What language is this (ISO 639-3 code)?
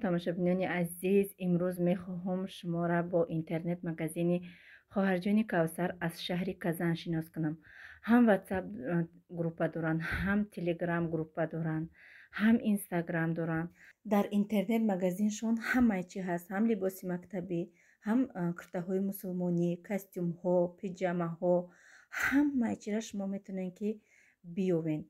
tgk